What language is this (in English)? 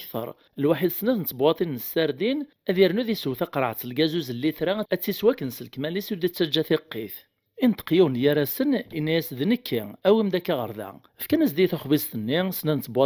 Kabyle